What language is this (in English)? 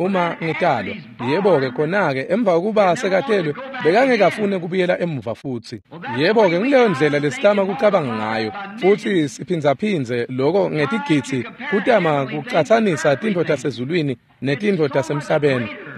Swati